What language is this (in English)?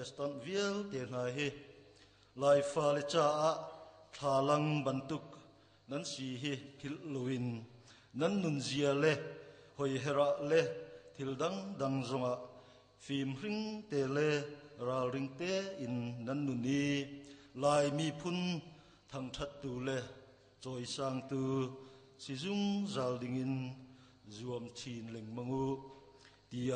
Hakha Chin